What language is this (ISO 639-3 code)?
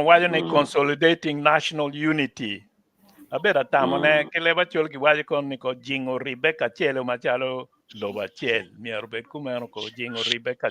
ach